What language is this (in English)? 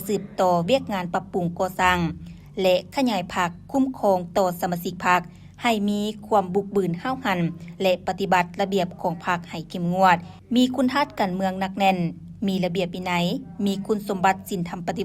Lao